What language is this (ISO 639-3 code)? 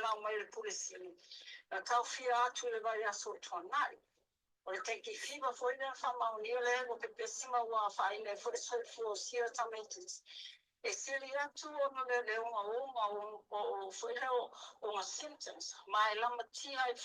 smo